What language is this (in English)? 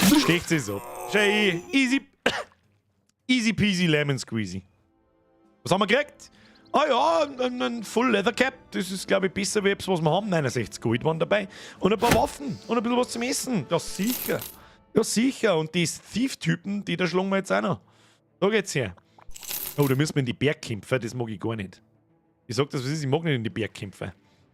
Bavarian